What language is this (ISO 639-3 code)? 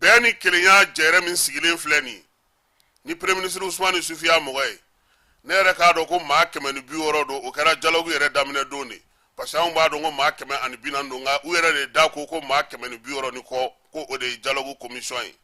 bam